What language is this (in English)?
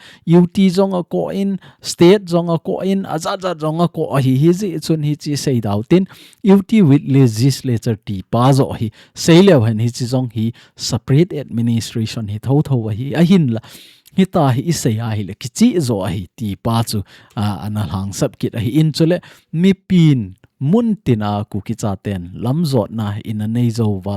Thado Chin